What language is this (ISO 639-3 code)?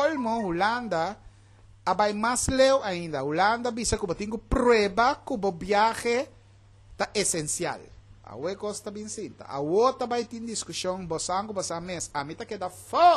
pap